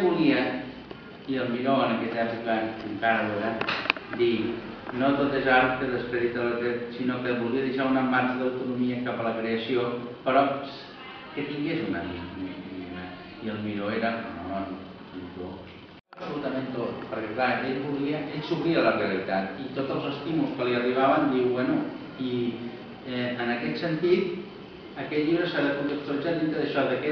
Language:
Catalan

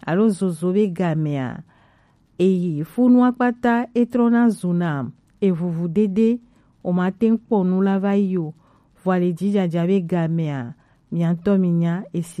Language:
Gen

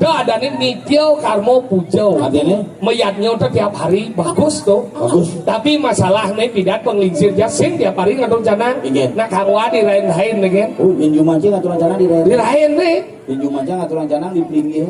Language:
Balinese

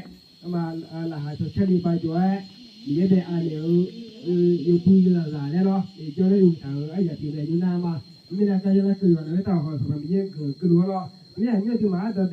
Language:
Akha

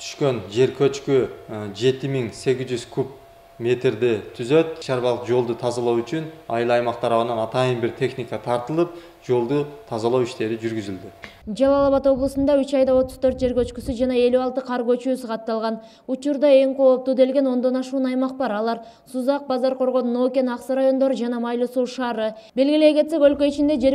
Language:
Kyrgyz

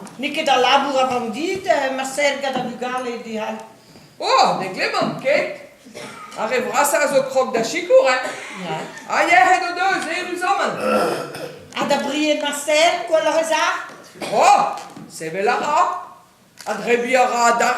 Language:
Breton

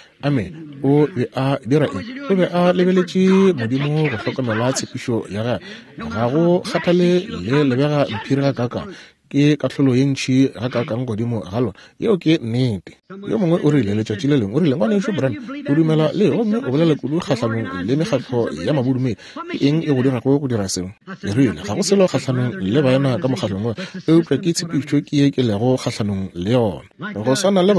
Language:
Northern Sotho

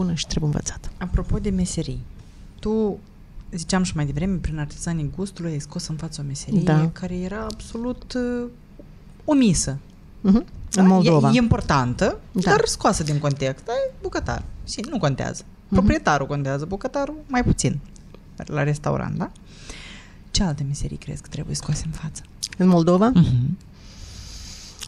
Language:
Romanian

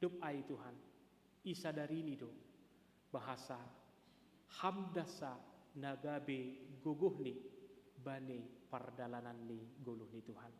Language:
Batak Simalungun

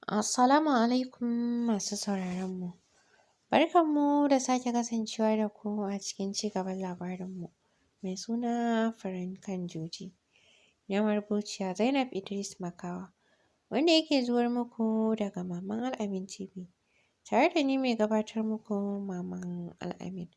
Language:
Hausa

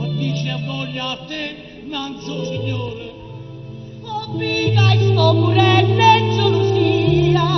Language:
Neapolitan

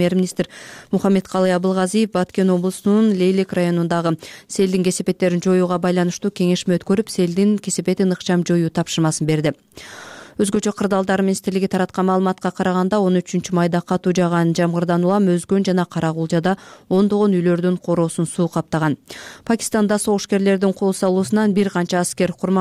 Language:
Kyrgyz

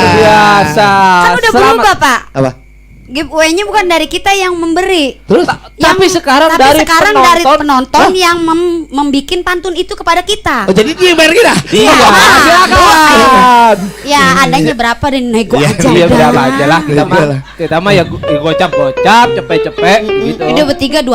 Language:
Betawi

